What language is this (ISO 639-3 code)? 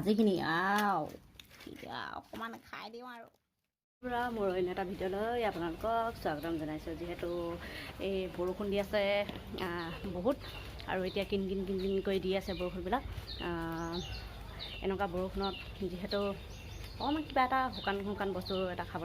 asm